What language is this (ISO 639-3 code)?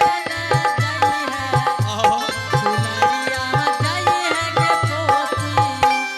anp